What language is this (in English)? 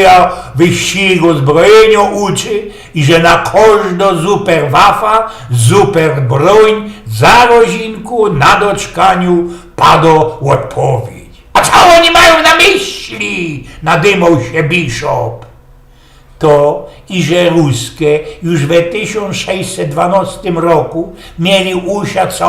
Silesian